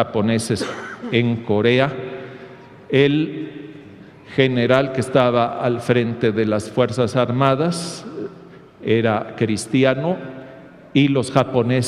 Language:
Spanish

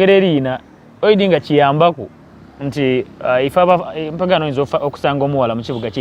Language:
Soga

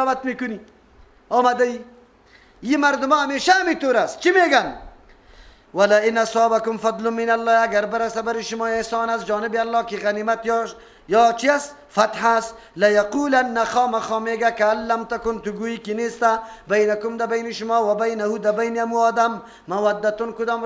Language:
Persian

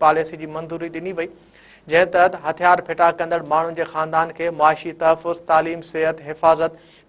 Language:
Sindhi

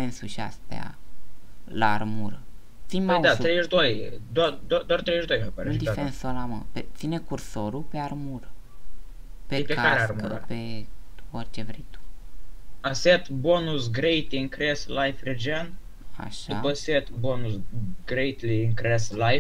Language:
Romanian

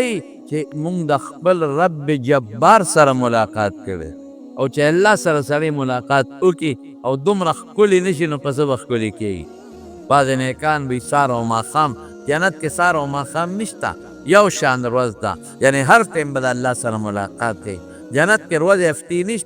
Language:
Pashto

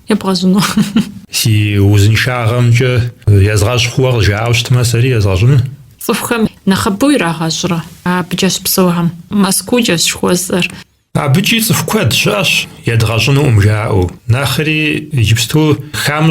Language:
Kabardian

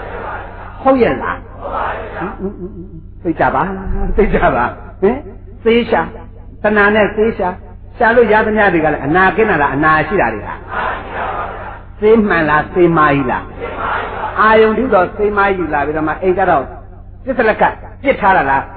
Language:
Burmese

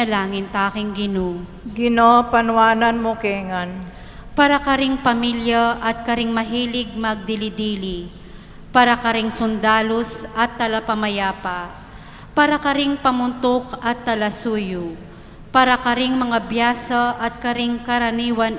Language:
Pampanga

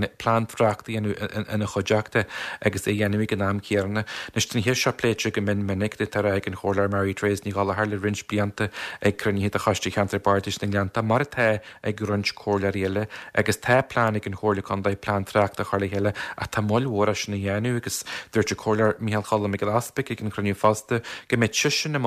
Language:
Irish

